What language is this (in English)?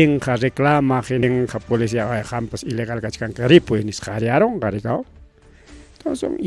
Ayacucho Quechua